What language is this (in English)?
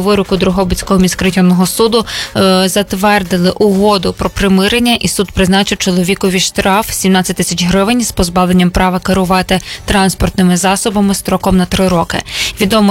Ukrainian